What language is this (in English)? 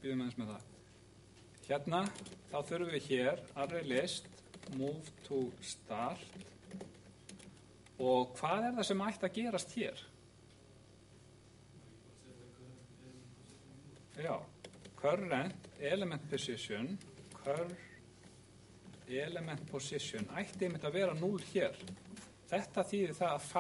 Icelandic